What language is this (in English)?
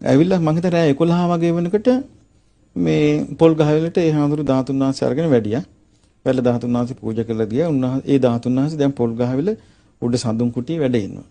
Sinhala